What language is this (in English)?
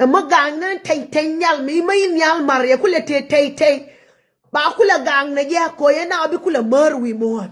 Nuer